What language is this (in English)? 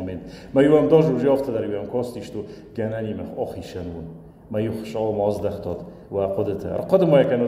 Ossetic